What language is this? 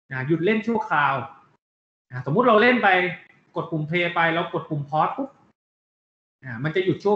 Thai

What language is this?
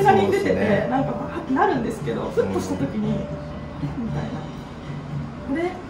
Japanese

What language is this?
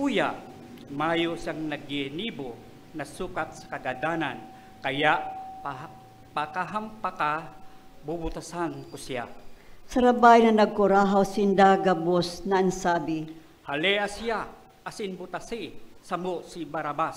Bikol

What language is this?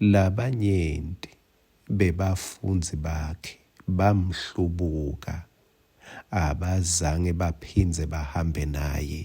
Swati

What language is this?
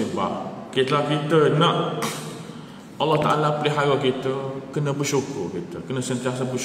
Malay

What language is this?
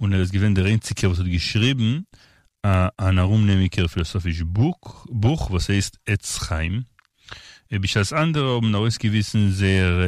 Yiddish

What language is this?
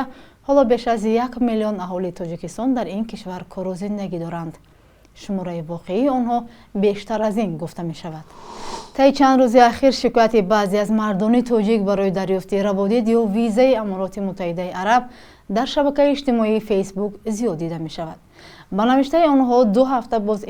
Tajik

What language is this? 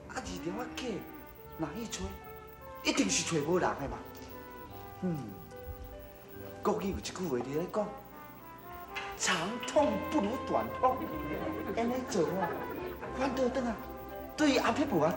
Min Nan Chinese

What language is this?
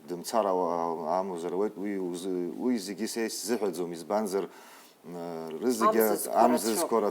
Abkhazian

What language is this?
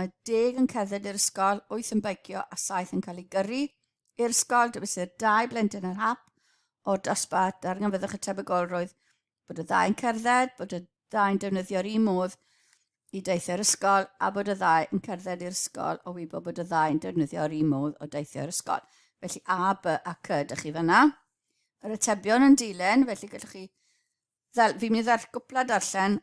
Welsh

